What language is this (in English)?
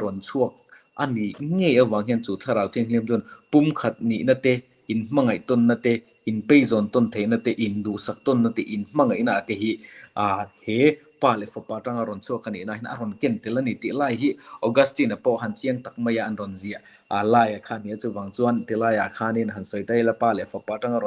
Mizo